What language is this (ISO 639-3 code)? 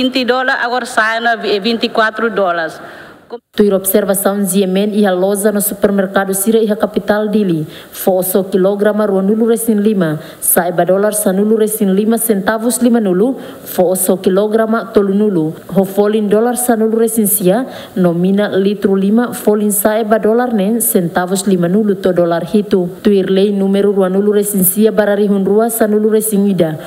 tet